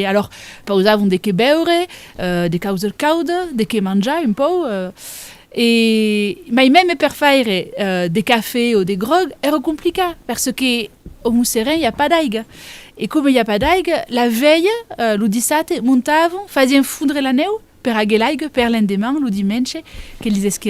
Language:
Occitan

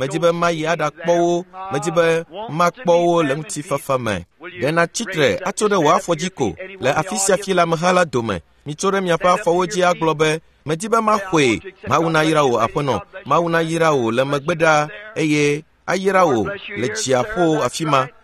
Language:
Ewe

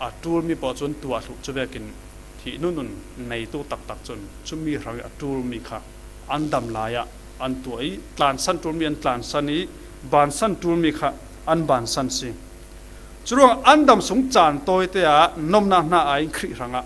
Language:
Falam Chin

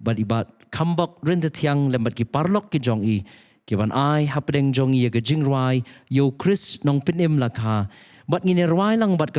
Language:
Khasi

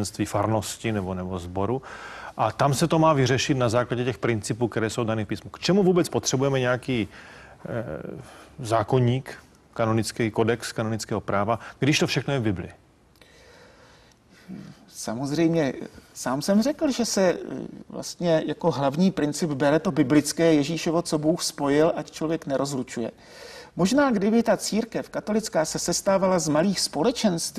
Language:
Czech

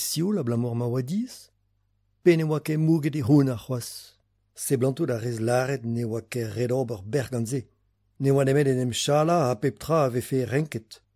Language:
Breton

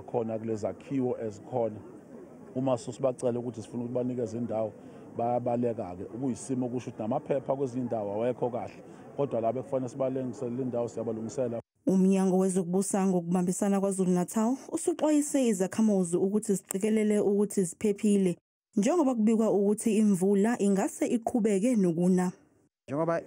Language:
Zulu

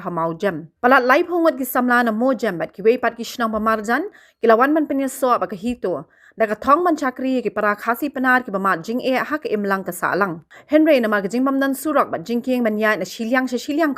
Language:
Khasi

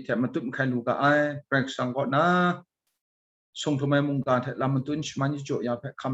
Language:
Kachin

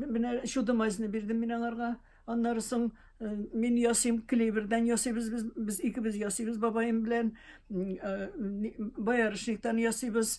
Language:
Tatar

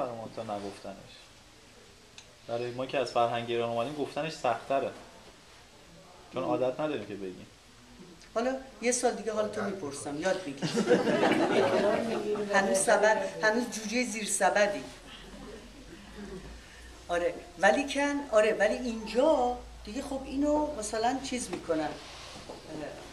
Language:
Persian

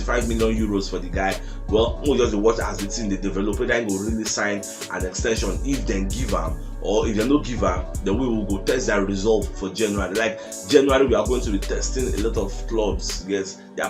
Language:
Nigerian Pidgin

